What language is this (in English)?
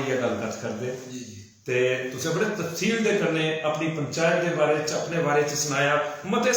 Dogri